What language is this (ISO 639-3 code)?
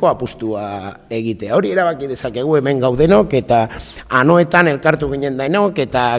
eus